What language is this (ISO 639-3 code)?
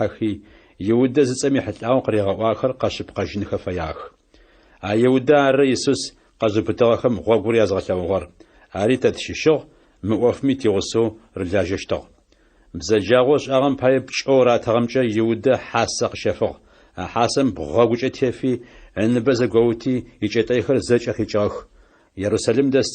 ady